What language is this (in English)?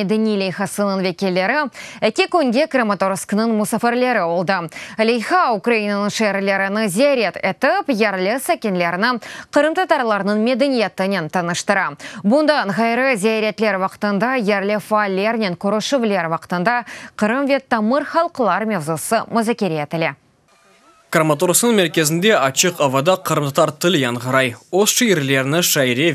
Crimean Tatar